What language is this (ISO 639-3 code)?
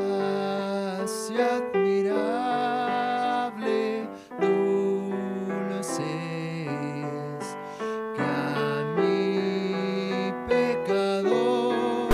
aym